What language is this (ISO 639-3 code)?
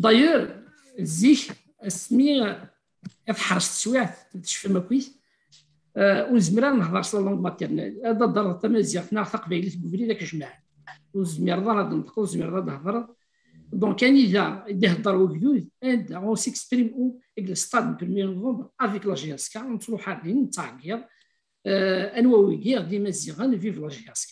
kab